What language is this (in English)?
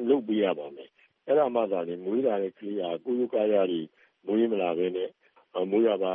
Burmese